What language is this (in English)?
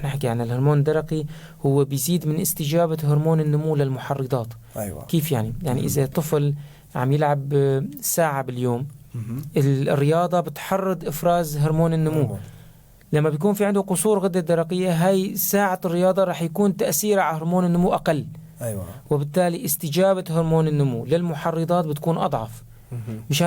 North Levantine Arabic